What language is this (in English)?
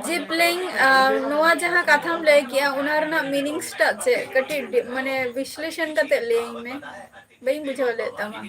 Santali